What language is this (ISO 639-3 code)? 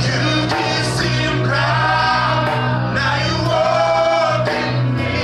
tpi